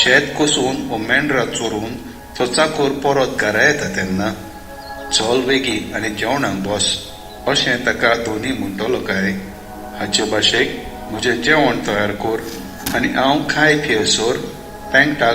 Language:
Konkani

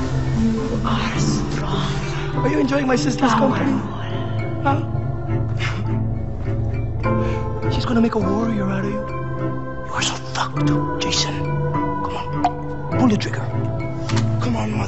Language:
English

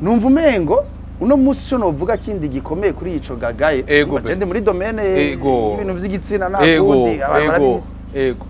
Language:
Rundi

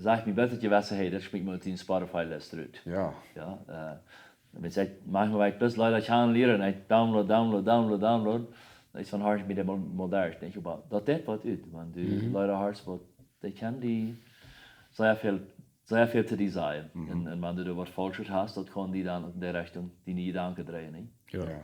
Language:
Plautdietsch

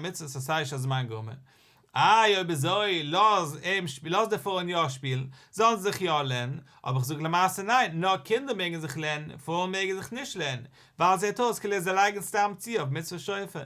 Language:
Yiddish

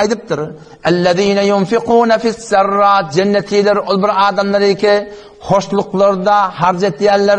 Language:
Turkmen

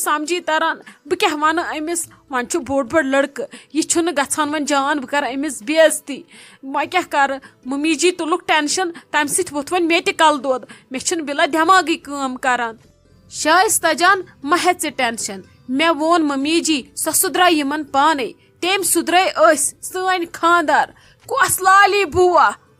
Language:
Kashmiri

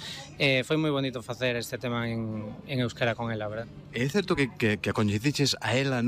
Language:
Galician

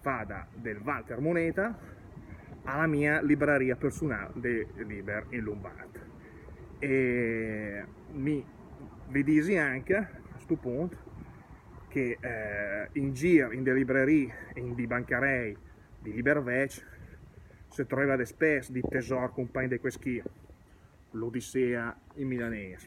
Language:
Lombard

